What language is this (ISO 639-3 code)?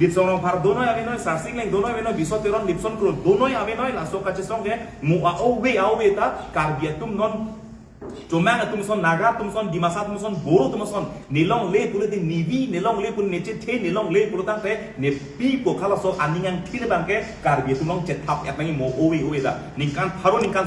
mjw